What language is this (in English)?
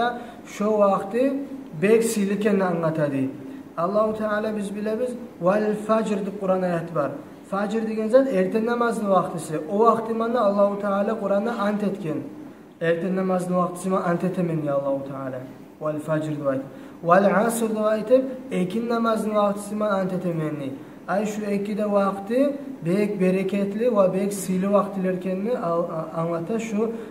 Kumyk